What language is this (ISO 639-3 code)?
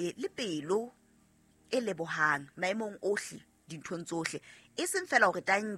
sot